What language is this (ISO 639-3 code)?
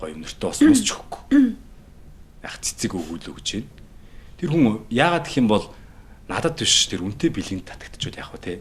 mon